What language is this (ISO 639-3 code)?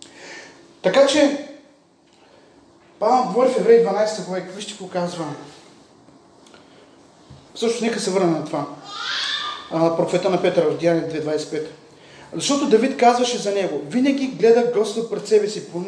bul